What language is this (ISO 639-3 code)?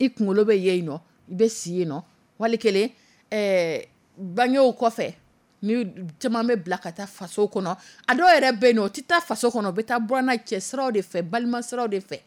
dyu